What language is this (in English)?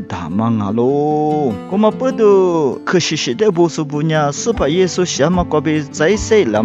Lisu